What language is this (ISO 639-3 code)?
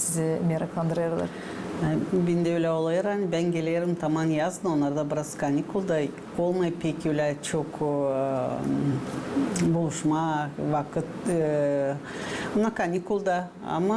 gag